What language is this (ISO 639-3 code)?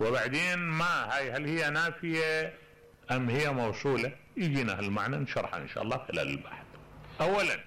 acm